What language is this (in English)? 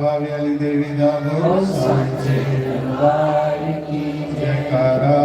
Dogri